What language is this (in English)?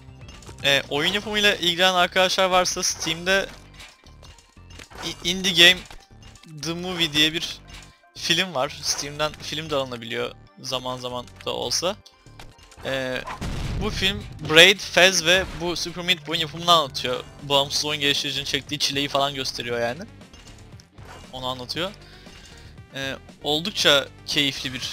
Turkish